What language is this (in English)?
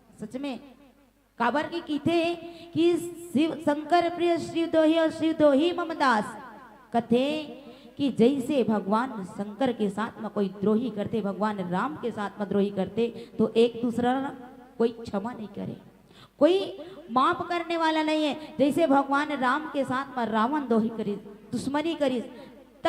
Chhattisgarhi